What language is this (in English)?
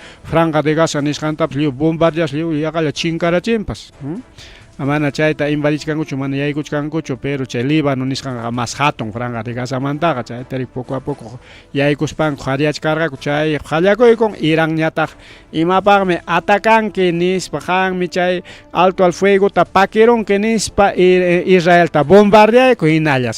Ayacucho Quechua